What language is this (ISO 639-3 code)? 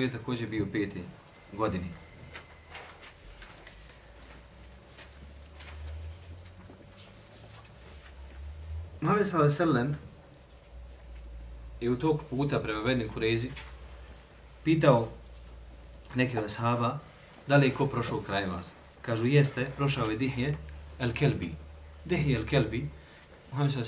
bos